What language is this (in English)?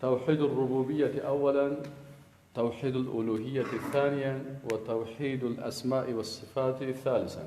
Persian